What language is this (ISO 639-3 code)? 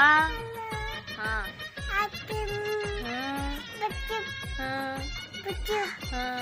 hne